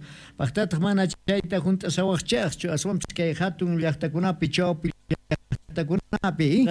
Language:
Quechua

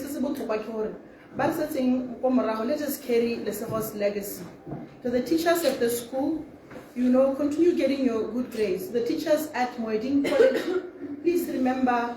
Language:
Tswana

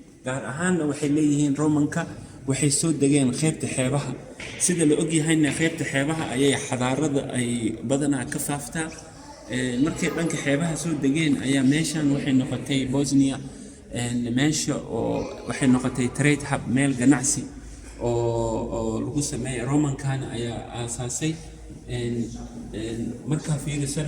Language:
Somali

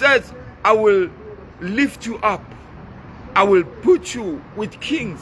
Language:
Southern Sotho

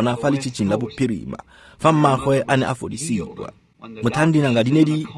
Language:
Tswana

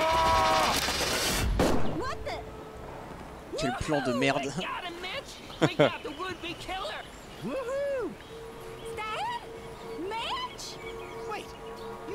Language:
French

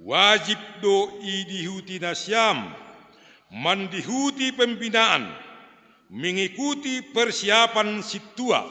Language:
Batak Simalungun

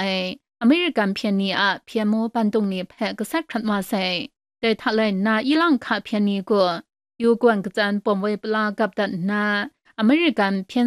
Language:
Kachin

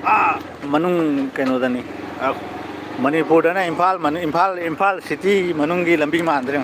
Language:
Manipuri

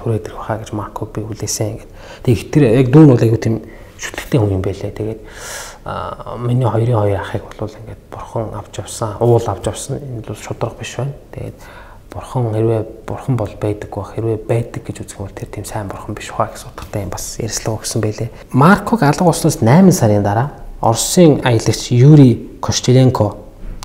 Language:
Mongolian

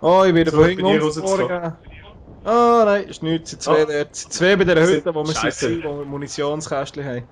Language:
Swiss German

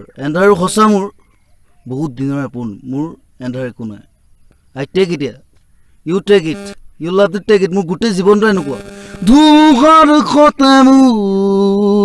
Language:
Assamese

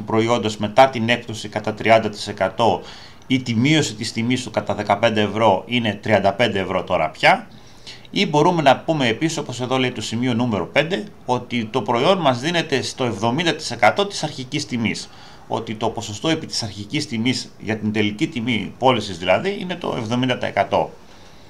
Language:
Greek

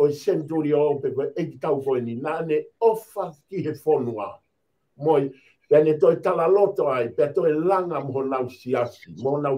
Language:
Tongan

